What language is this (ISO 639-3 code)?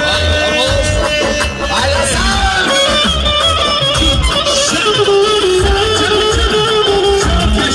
tur